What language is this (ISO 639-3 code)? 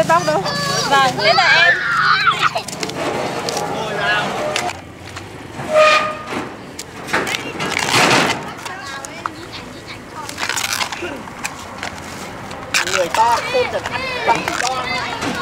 vie